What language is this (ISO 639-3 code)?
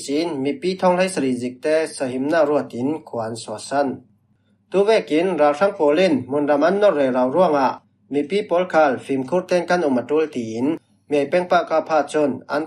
cfm